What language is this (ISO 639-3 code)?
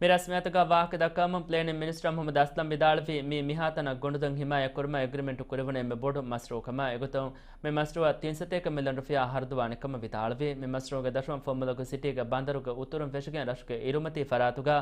div